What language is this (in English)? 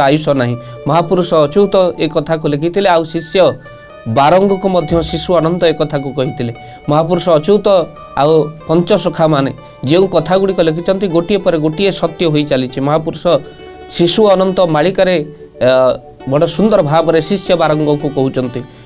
Odia